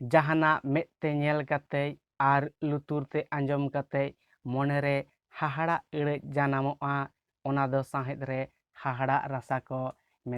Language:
Santali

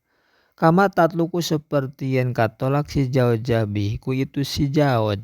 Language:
Sundanese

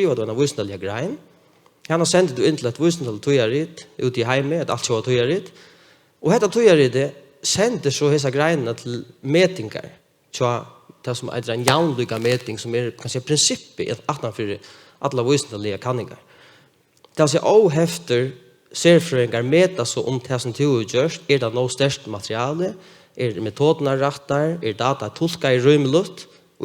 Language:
Faroese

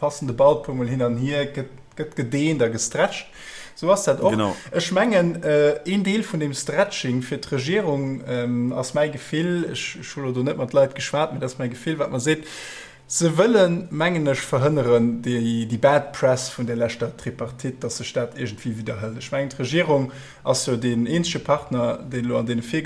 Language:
Luxembourgish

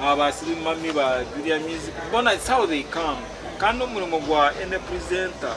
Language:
Nyankole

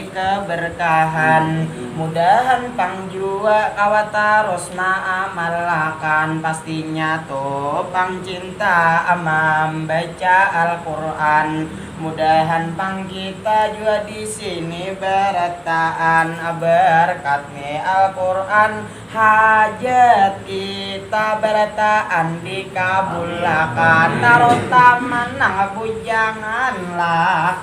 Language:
Banjar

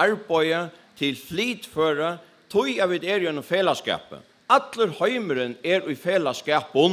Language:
Faroese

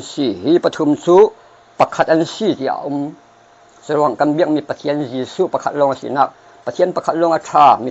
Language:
Falam Chin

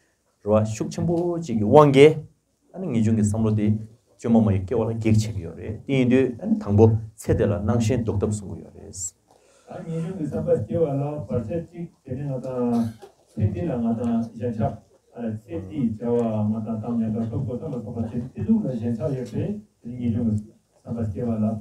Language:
Tibetan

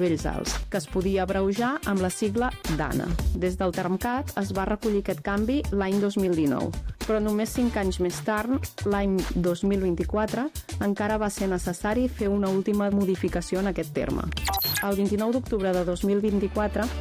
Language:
Catalan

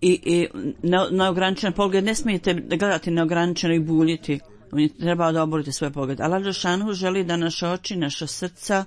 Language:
Bosnian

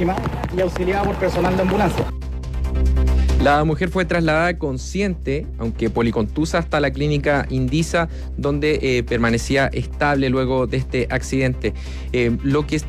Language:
Spanish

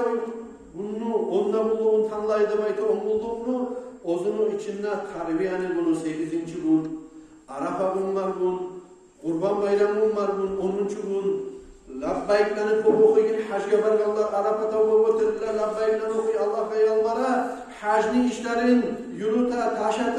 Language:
Kumyk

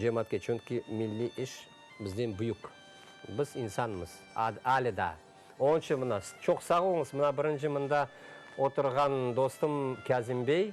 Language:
Crimean Tatar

